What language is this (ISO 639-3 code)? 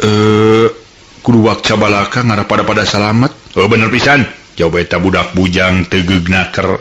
sun